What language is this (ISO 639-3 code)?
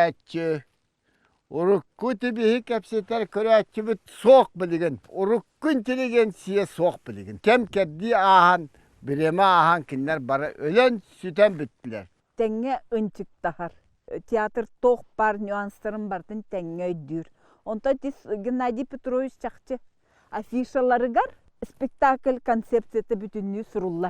sah